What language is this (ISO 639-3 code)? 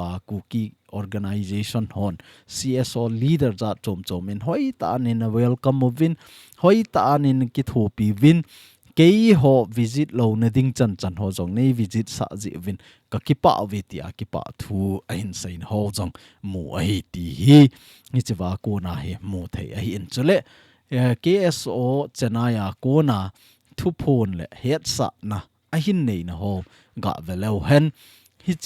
tcz